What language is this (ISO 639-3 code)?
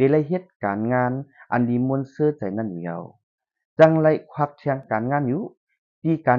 shn